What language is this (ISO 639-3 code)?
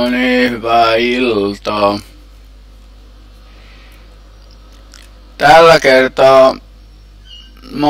fin